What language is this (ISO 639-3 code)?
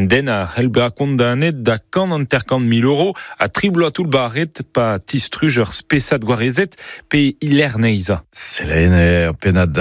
bre